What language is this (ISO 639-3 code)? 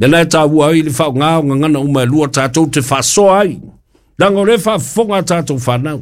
smo